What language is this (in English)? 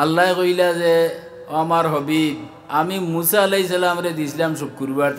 Sylheti